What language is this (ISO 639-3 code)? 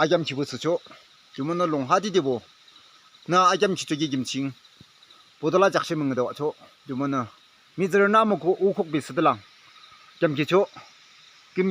yim